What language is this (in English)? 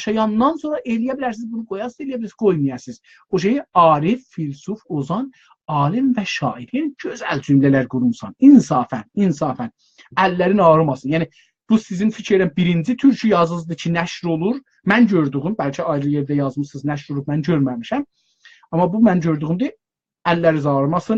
South Azerbaijani